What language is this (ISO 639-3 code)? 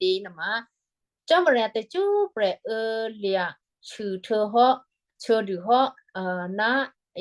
kyu